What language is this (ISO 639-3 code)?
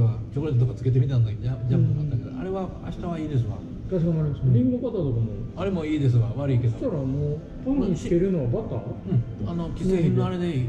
jpn